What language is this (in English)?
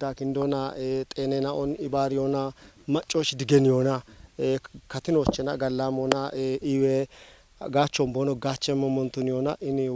Kafa